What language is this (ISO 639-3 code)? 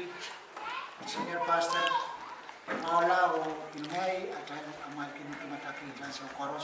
pon